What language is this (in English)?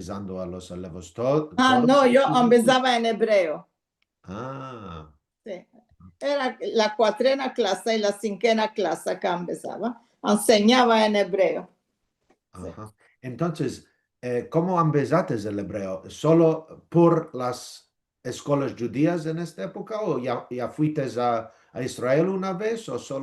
Ladino